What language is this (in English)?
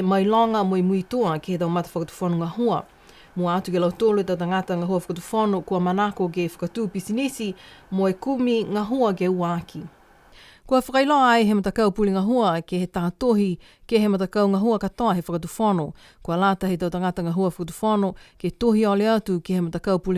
Niuean